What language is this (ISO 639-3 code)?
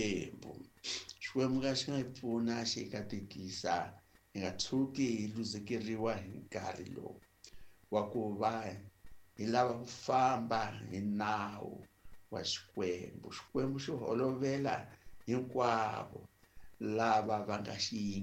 tso